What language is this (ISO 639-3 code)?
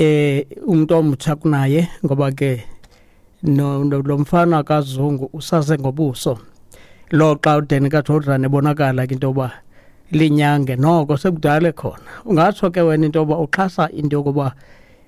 xho